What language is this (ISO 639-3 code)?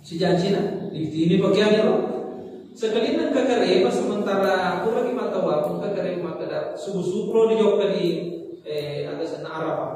bug